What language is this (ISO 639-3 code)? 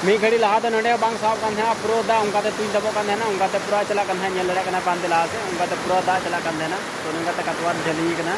sat